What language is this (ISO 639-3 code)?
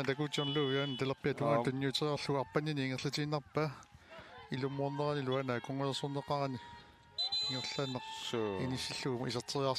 kal